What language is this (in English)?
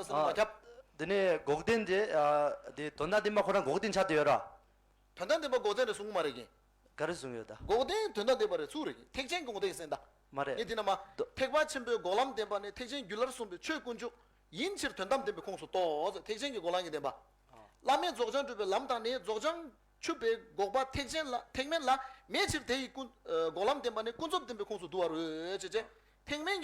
Tibetan